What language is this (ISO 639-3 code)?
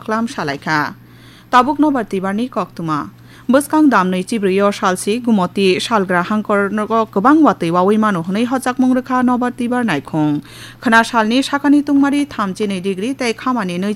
trp